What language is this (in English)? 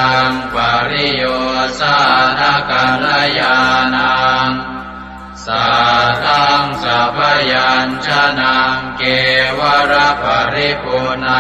Pali